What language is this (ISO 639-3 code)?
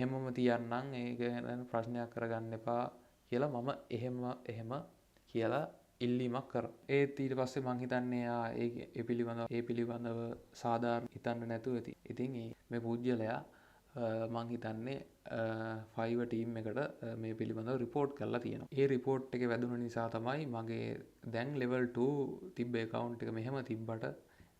sin